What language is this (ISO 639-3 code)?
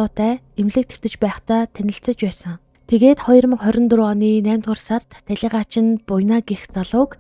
mon